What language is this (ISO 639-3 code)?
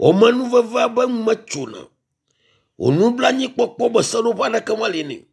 ewe